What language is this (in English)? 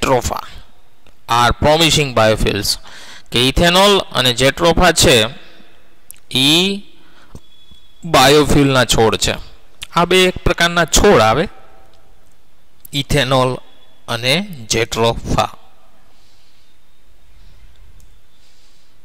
Gujarati